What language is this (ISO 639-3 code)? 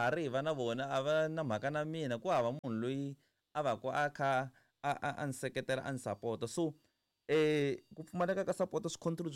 tso